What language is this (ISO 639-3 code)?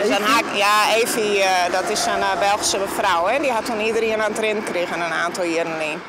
fry